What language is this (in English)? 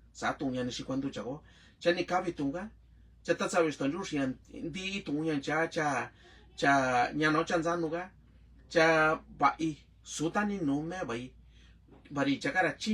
Mixtepec Mixtec